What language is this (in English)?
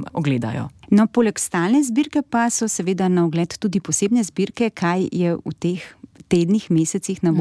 Slovenian